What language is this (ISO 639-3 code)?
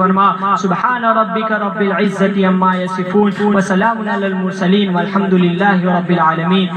urd